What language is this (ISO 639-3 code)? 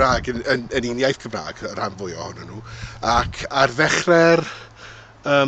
cym